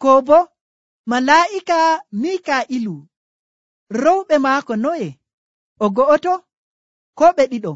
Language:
Nigerian Fulfulde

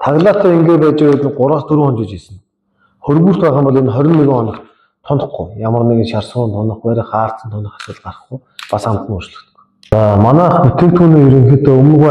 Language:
Mongolian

